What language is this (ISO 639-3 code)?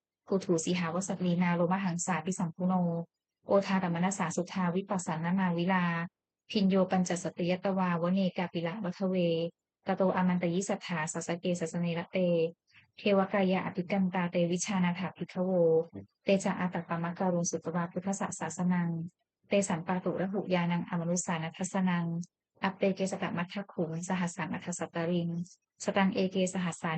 pli